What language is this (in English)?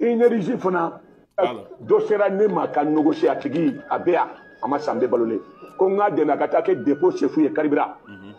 Bambara